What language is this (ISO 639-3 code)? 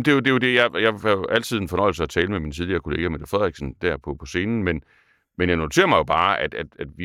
dan